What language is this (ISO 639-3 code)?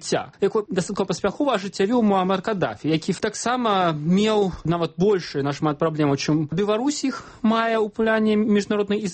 bel